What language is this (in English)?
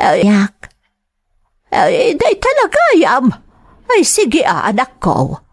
Iloko